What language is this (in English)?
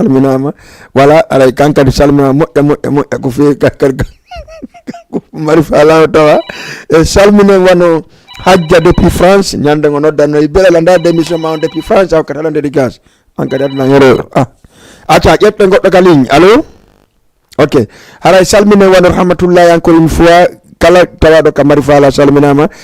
Fula